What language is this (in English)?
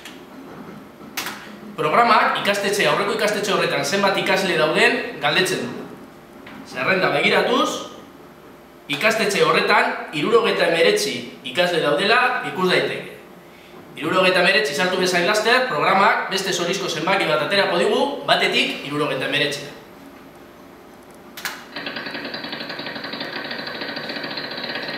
Basque